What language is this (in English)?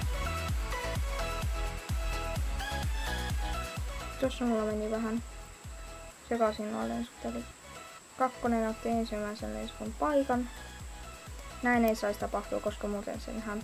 Finnish